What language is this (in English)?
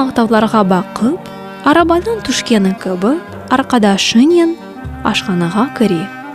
Crimean Tatar